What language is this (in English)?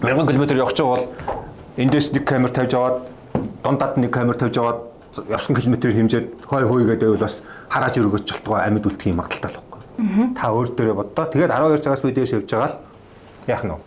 Mongolian